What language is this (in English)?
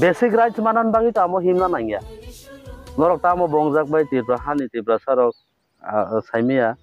Kok Borok